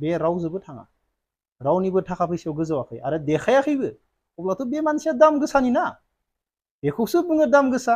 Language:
Bodo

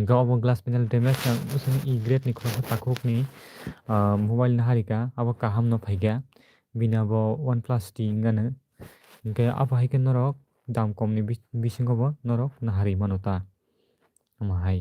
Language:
Kok Borok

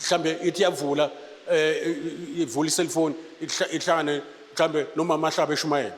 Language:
Zulu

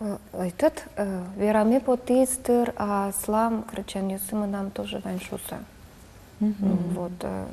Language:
Udmurt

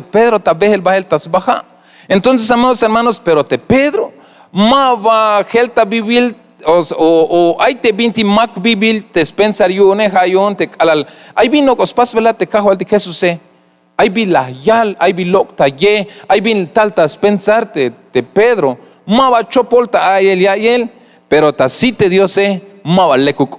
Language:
Tzeltal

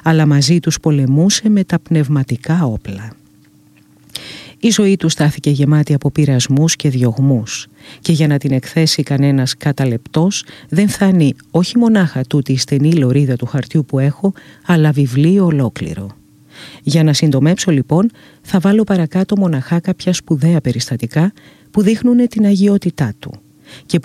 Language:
Greek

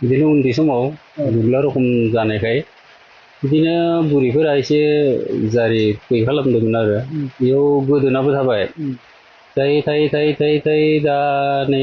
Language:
Bodo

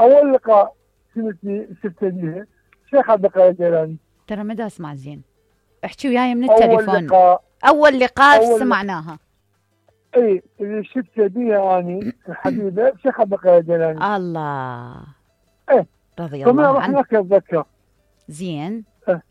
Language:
Mesopotamian Arabic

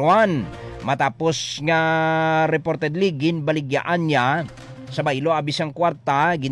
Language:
Hiligaynon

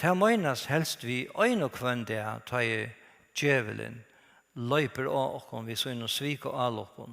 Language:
Faroese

